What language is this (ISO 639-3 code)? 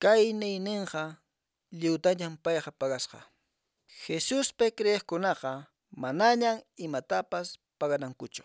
que